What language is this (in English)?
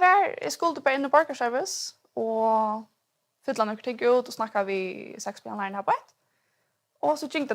Faroese